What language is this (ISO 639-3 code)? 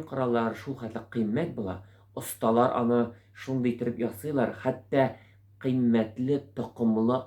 tat